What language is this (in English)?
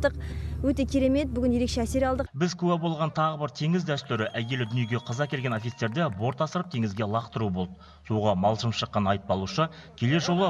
Kazakh